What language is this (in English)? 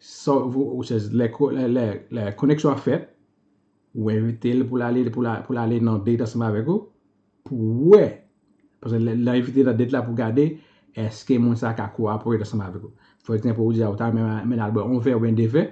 Haitian Creole